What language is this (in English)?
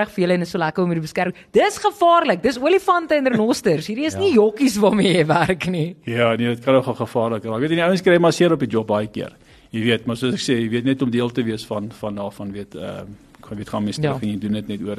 Afrikaans